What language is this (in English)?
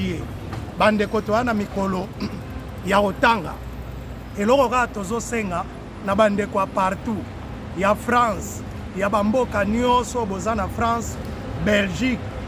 Lingala